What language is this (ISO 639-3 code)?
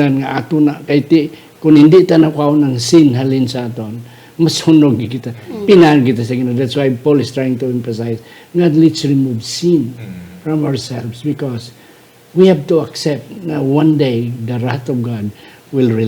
hil